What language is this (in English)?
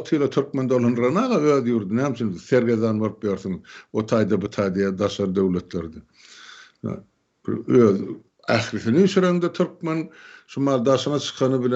Turkmen